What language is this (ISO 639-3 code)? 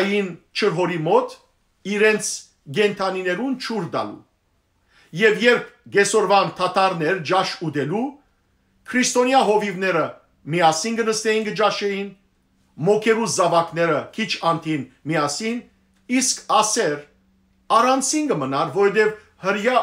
hyw